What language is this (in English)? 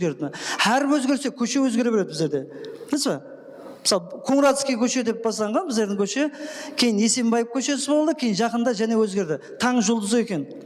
Kara-Kalpak